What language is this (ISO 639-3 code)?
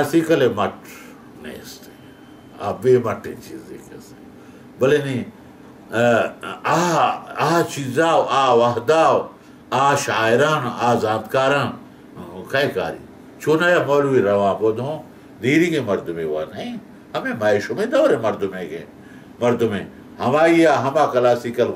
bal